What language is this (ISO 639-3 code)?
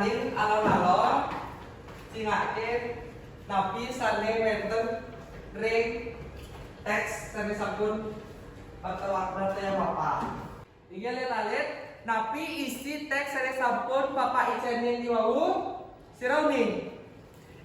ban